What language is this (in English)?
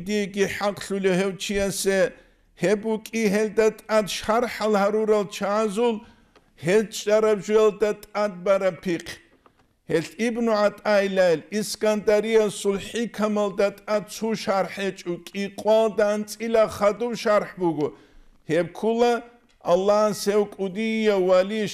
Avaric